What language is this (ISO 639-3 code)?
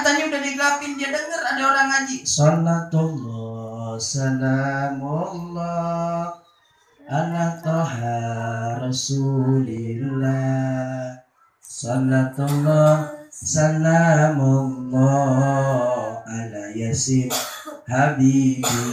bew